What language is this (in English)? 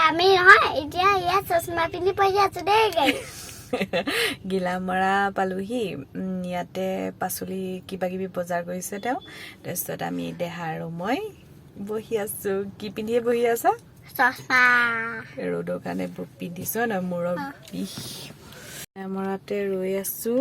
Assamese